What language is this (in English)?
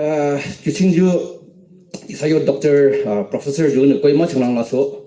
Yimchungru Naga